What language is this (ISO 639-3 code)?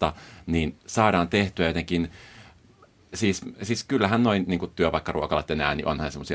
fin